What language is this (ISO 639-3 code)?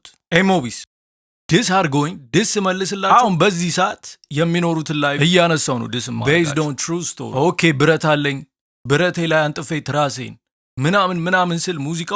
amh